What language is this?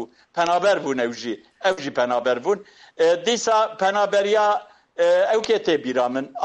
Kurdish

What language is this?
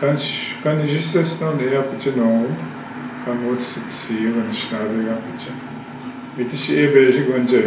Northwestern Ojibwa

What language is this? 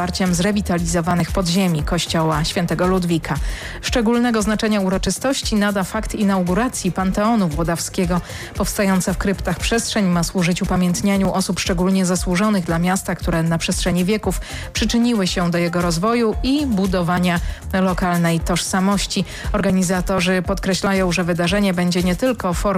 Polish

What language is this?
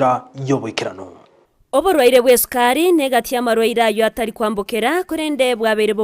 Gusii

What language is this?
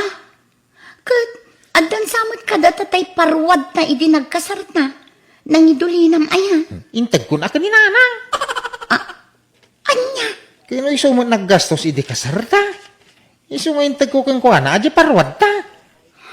Iloko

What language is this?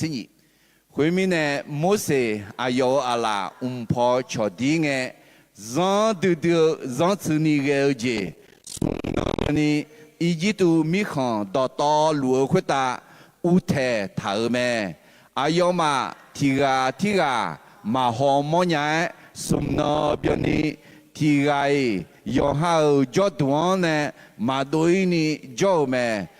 Akha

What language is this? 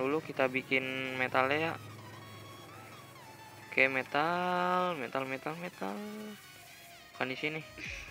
Indonesian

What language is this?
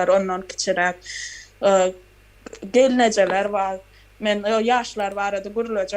Turkmen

